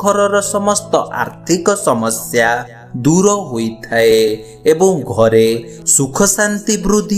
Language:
Odia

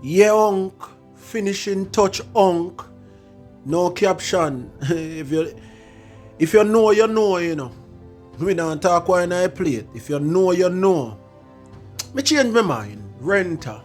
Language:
Jamaican Creole English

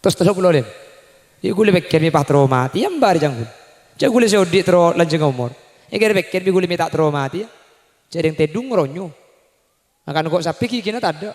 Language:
Madurese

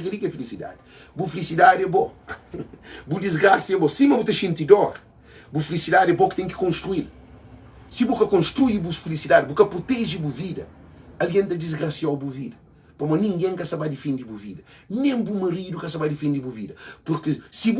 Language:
Kabuverdianu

